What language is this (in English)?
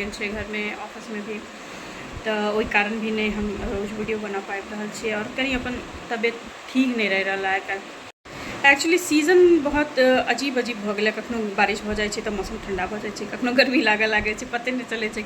Maithili